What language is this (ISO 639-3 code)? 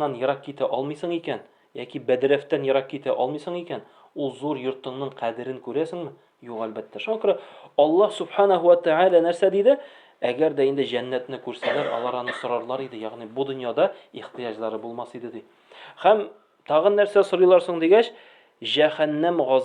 tat